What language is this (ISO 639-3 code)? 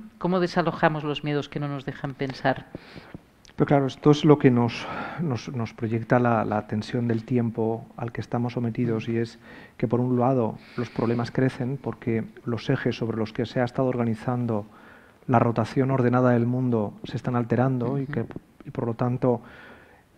spa